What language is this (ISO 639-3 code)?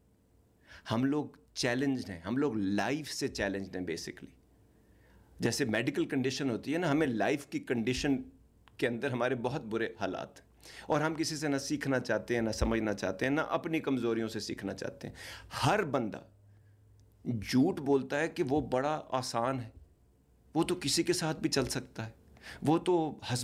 urd